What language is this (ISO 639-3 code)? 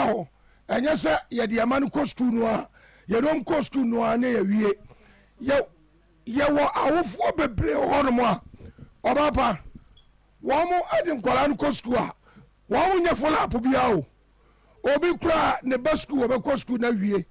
aka